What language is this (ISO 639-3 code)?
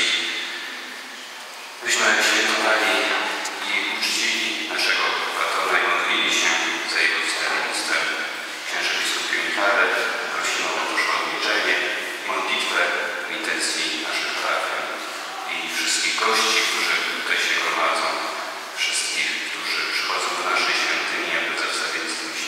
pol